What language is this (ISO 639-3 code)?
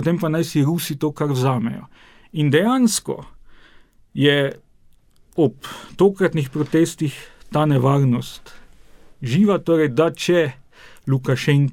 slv